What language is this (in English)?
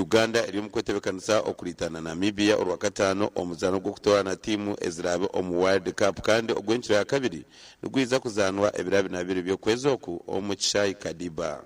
Nyankole